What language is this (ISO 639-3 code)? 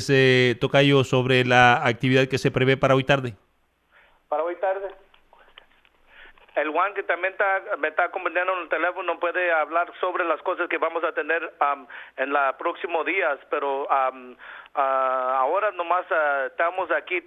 spa